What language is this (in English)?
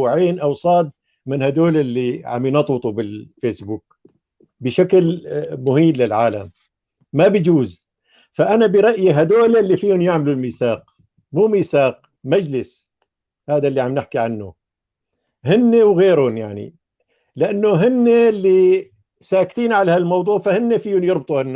North Levantine Arabic